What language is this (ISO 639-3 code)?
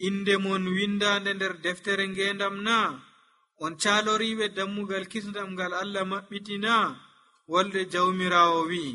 fuv